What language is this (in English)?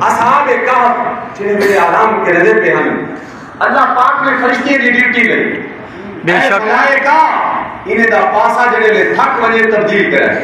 Saraiki